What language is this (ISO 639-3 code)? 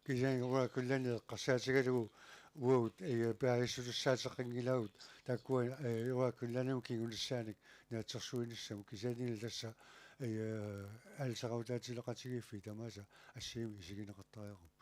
kal